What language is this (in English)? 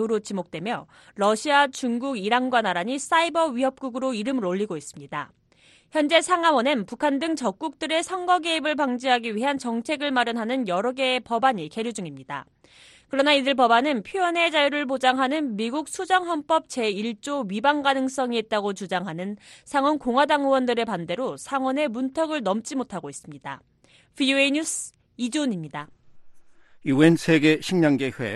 Korean